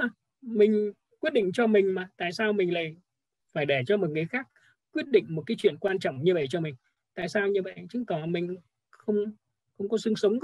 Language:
Vietnamese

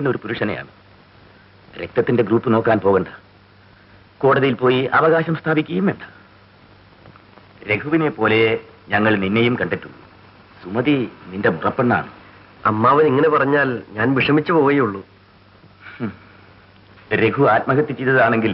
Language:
Malayalam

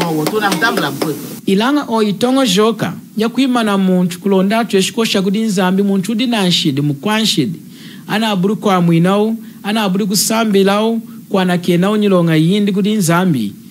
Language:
Lunda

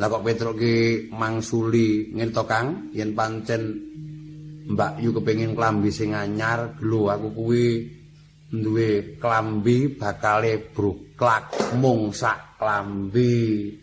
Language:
Javanese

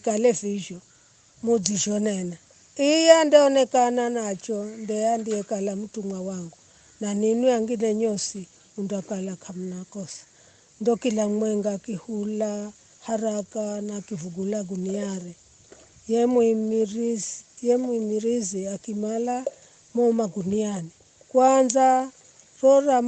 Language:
Giryama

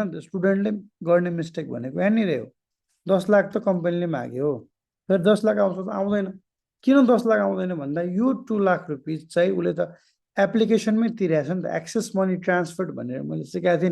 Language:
Nepali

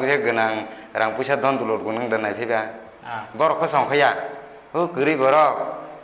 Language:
Kok Borok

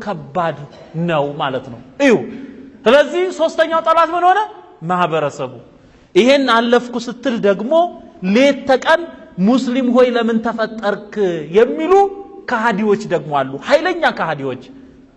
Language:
Amharic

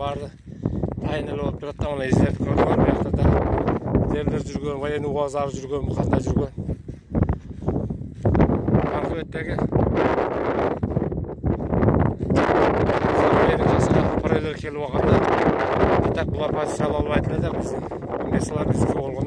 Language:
Kyrgyz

